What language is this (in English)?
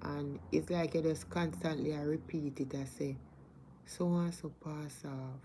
Jamaican Creole English